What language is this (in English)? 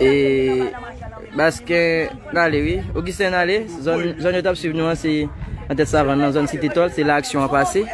Haitian Creole